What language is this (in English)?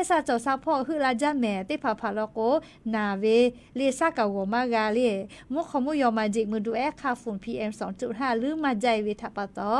Lahu